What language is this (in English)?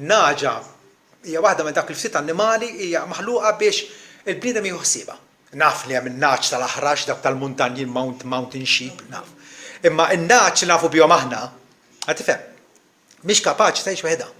Maltese